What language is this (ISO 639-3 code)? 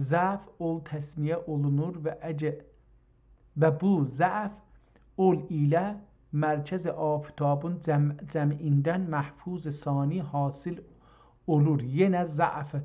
azb